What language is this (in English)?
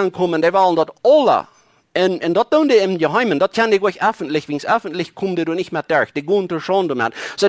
Plautdietsch